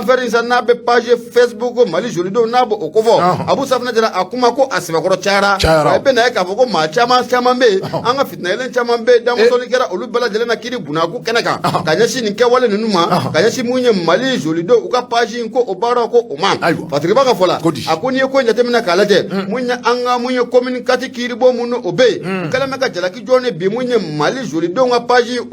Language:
Bambara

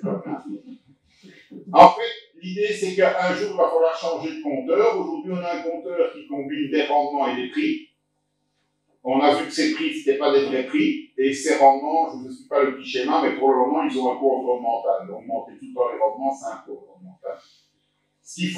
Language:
French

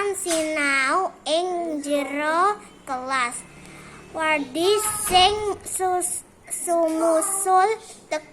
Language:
Javanese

